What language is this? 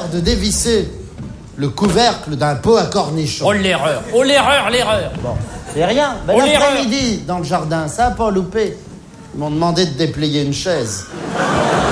French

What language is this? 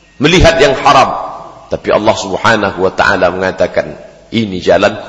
Indonesian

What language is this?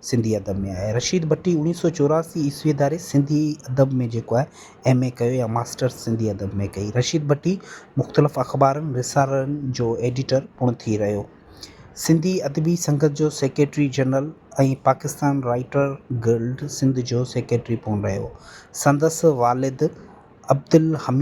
Sindhi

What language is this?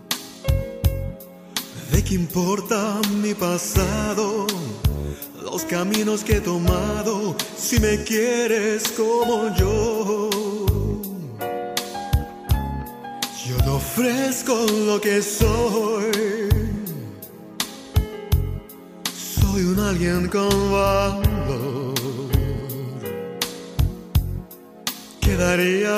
Spanish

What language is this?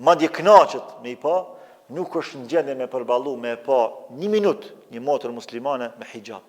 Albanian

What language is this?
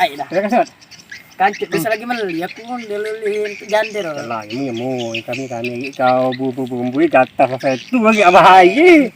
Musi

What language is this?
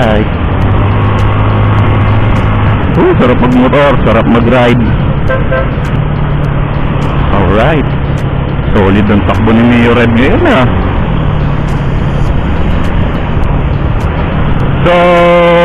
Filipino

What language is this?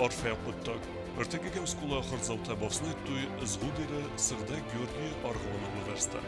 Ossetic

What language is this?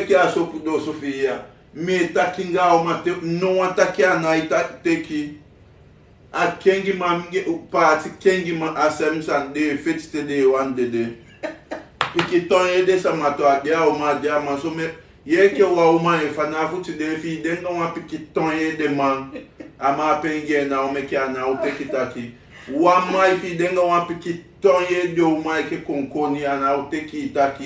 Sranan Tongo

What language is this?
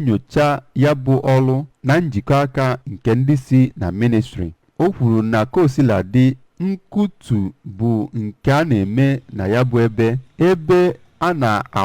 Igbo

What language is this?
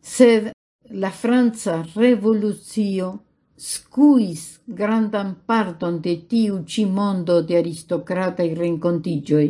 Esperanto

